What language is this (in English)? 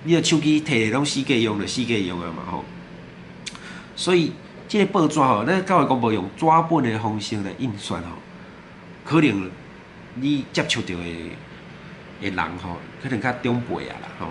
Min Nan Chinese